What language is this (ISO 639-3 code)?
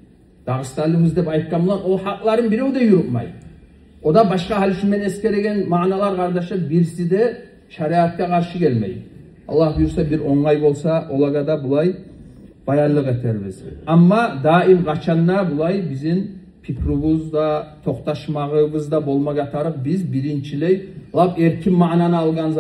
kum